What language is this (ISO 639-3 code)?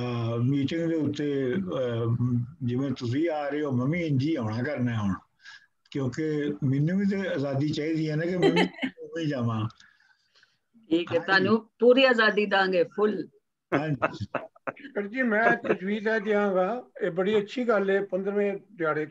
pan